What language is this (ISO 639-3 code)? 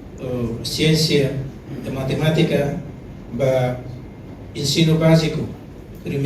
tet